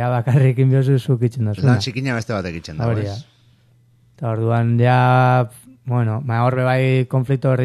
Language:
Basque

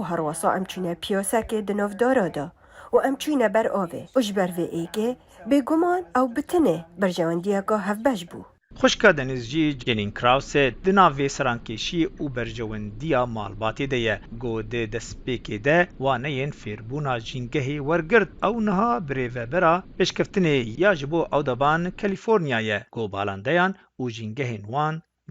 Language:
Kurdish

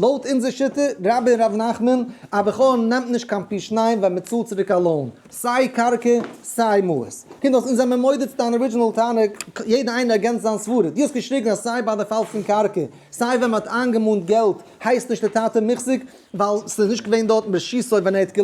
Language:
Yiddish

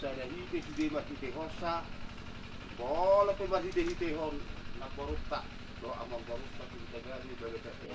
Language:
Batak Toba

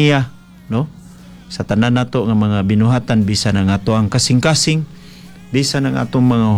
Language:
Cebuano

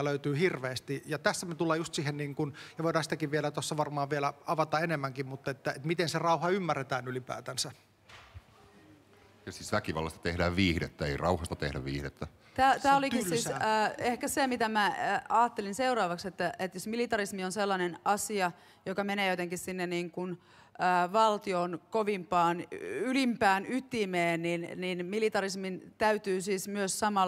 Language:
Finnish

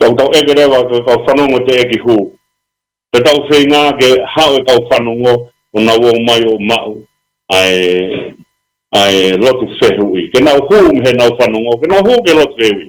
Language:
Tongan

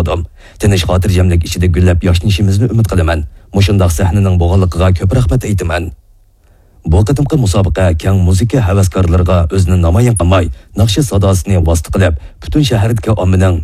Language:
Uyghur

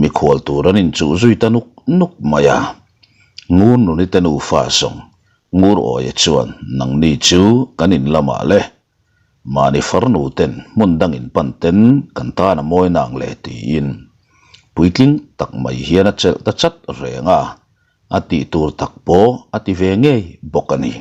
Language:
Mizo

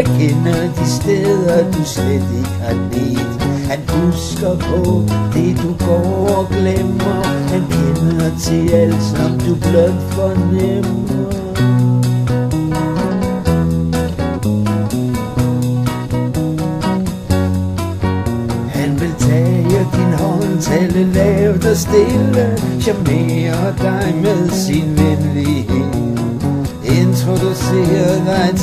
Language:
Danish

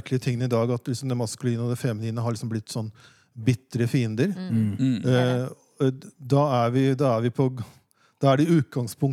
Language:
Norwegian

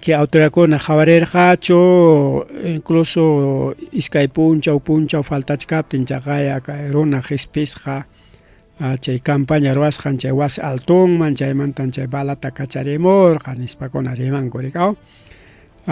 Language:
Ayacucho Quechua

